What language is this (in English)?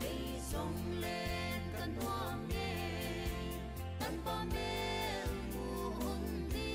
Paite Chin